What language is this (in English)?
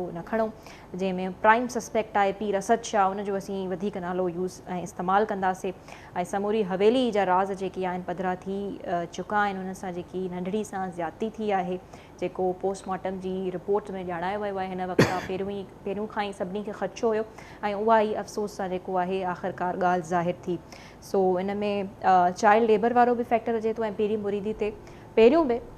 Sindhi